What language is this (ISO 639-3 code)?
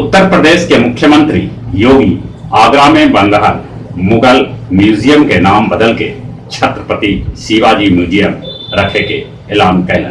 mag